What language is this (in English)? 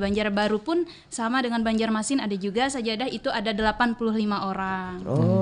Banjar